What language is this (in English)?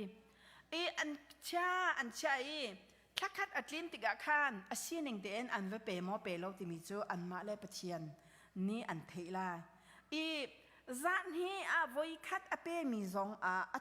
Hakha Chin